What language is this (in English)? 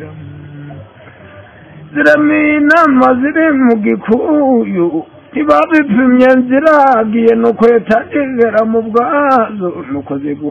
Kinyarwanda